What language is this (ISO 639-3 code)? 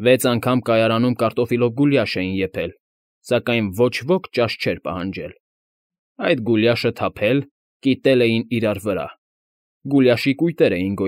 hye